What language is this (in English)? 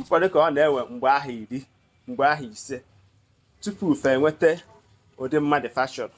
Igbo